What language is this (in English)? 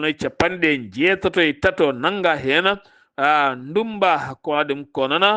Fula